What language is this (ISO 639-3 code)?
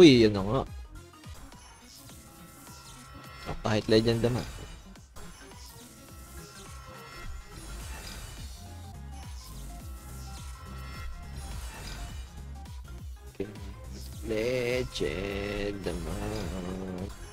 fil